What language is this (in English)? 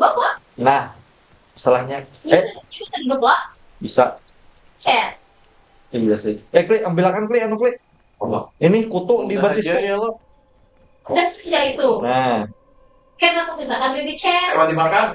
Banjar